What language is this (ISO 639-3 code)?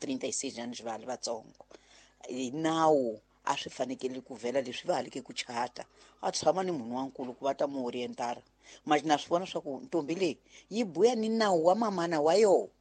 tso